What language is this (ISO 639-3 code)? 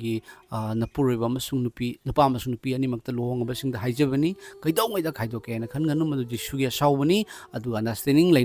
mni